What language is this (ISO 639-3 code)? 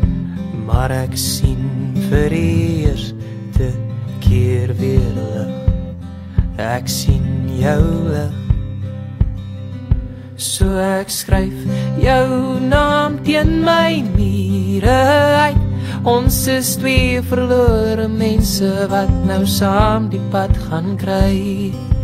afr